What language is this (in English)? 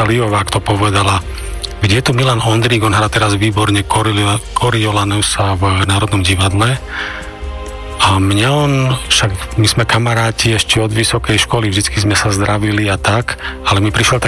Slovak